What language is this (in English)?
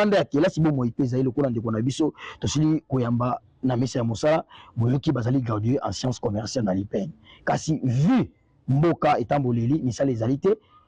Lingala